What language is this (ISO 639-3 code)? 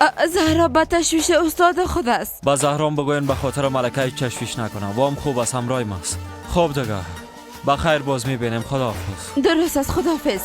fas